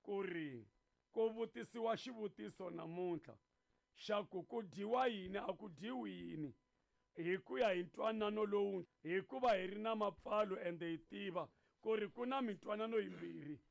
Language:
Tsonga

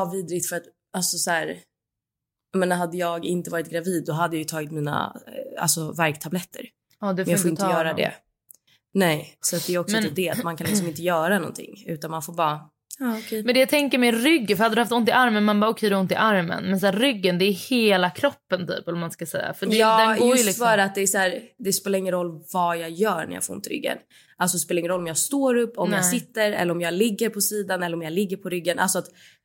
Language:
Swedish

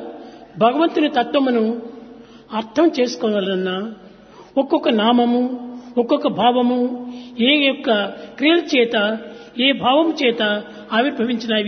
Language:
Telugu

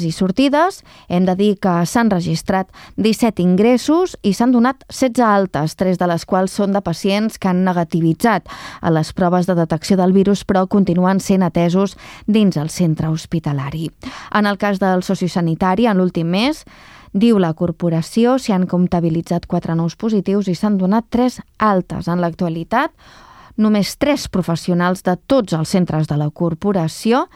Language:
Catalan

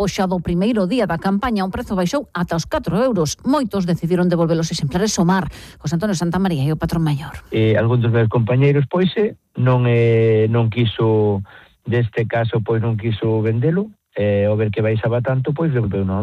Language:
Galician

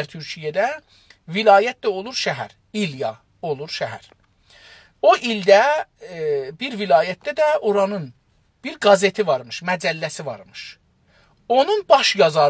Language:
South Azerbaijani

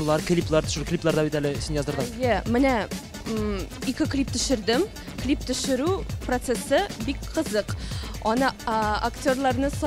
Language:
Tatar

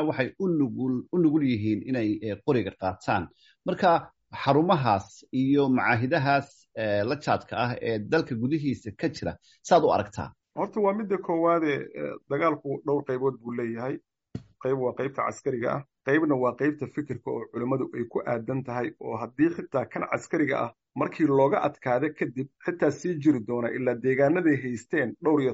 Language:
Somali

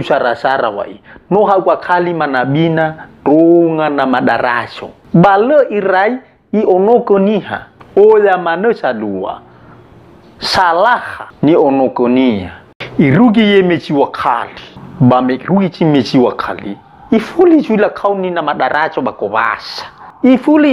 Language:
Nias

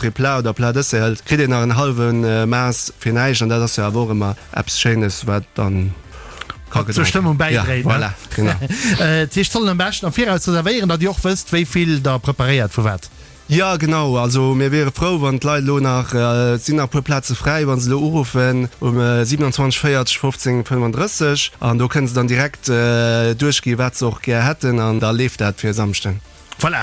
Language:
Luxembourgish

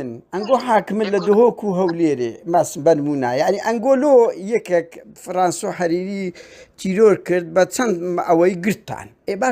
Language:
Central Kurdish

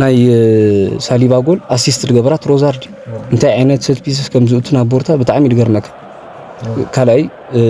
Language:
Tigrinya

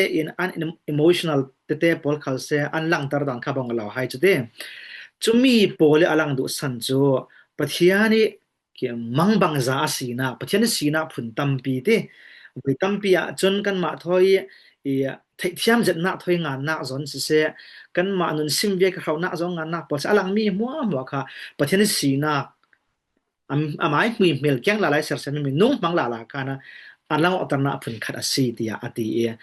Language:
Falam Chin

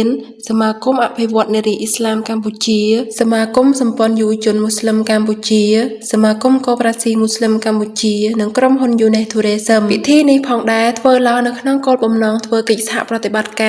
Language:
Khmer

